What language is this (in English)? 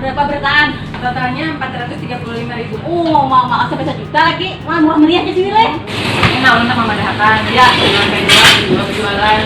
Banjar